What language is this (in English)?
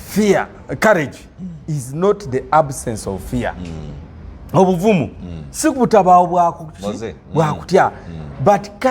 Ganda